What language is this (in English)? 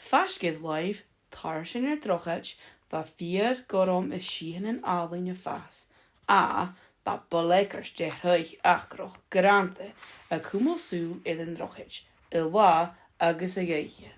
Scottish Gaelic